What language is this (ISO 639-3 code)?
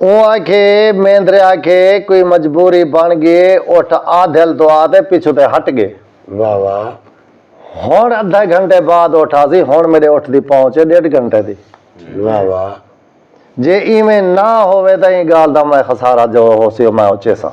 skr